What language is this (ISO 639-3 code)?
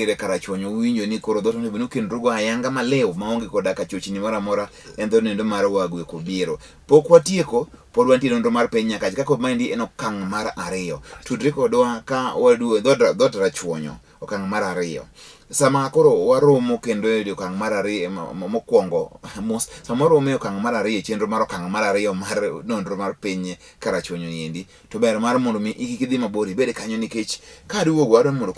luo